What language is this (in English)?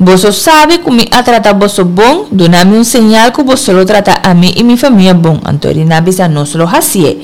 Papiamento